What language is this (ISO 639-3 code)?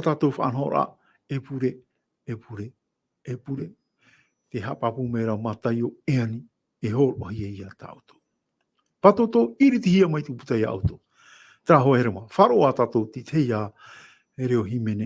tah